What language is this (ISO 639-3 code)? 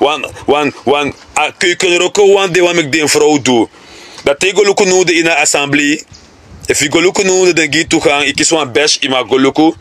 srn